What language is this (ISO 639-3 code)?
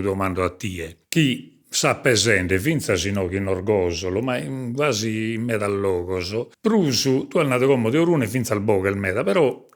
srd